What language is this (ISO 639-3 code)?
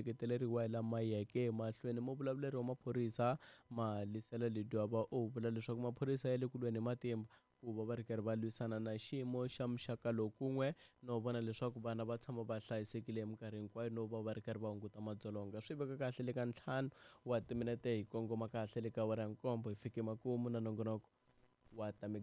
tso